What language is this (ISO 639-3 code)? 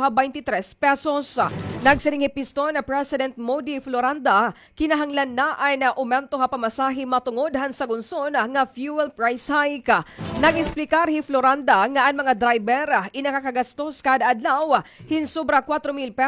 war